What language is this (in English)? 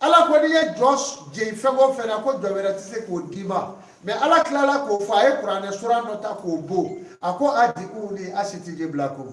Bambara